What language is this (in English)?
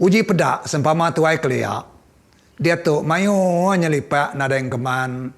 Iban